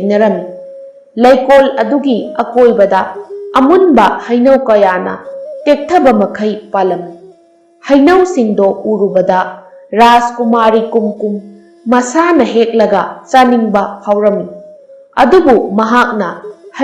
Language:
Manipuri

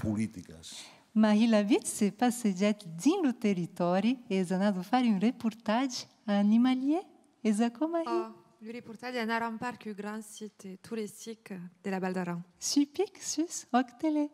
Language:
Occitan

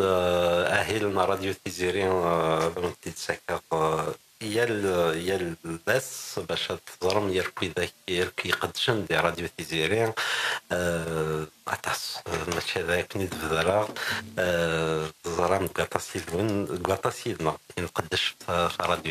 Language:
Kabyle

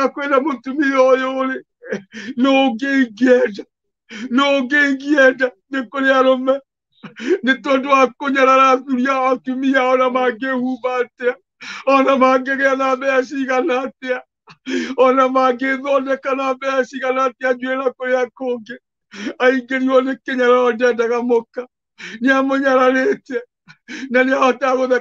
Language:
Kikuyu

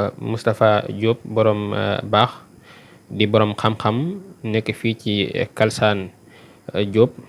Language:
Wolof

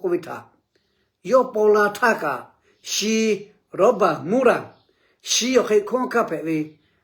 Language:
Lahu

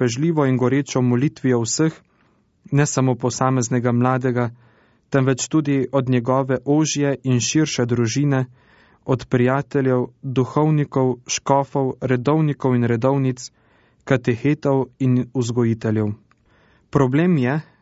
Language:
Slovenian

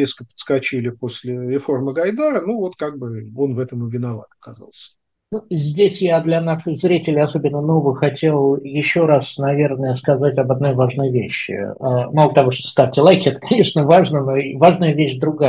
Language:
Russian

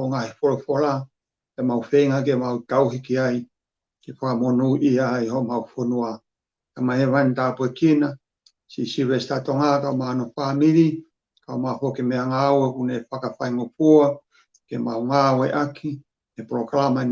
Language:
Tongan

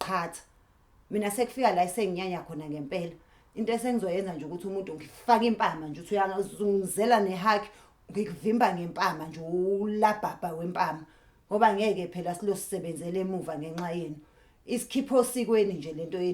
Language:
Zulu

